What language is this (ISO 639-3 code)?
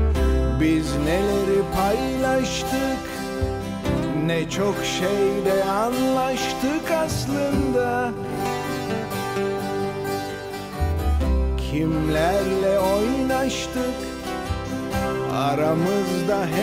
tur